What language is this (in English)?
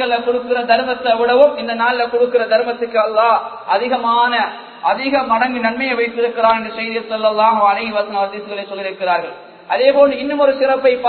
Tamil